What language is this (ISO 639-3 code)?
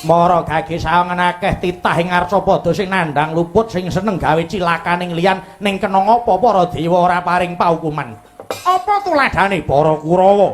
jav